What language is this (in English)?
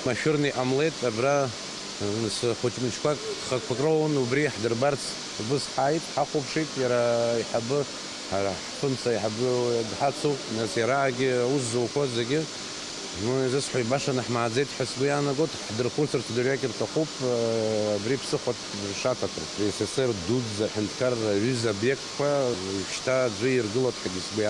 Abkhazian